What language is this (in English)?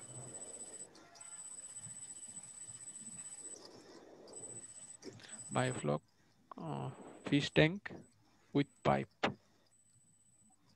Bangla